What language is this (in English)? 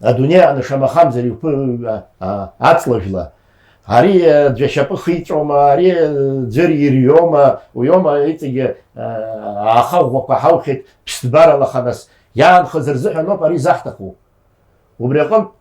Abkhazian